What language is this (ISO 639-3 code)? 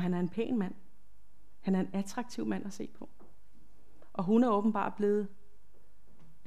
dan